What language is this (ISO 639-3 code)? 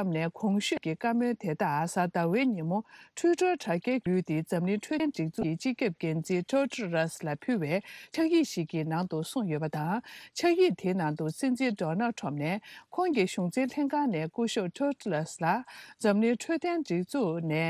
bod